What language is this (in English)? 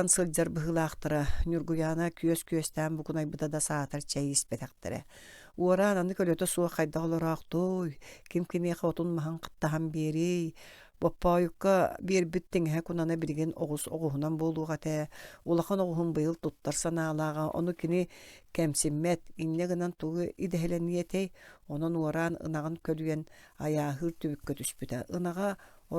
Yakut